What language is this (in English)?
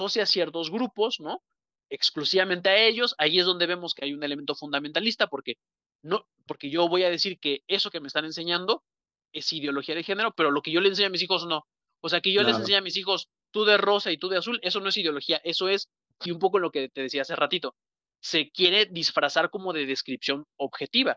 Spanish